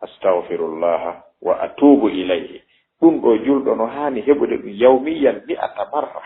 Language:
Fula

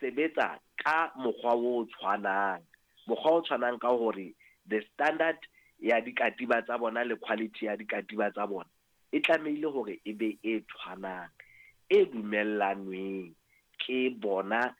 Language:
Southern Sotho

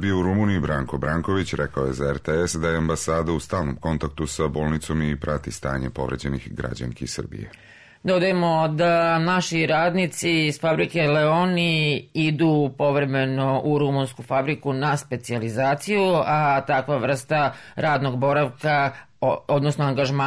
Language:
Serbian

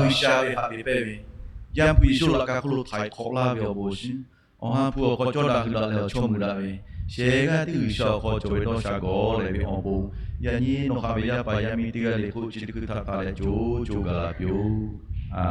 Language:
Lahu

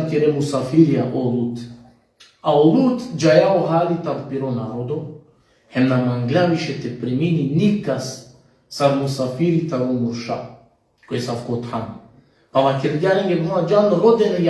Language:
Balkan Romani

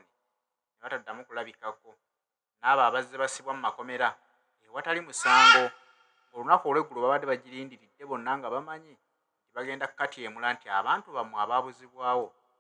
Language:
Ganda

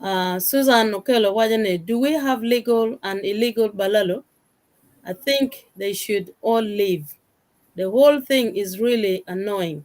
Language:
Acoli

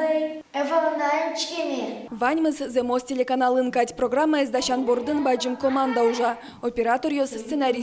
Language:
Udmurt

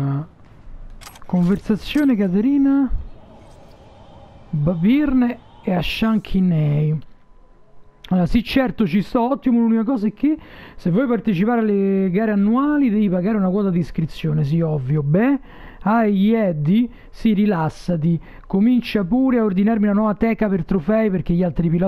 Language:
Italian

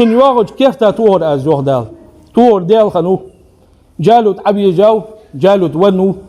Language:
Ingush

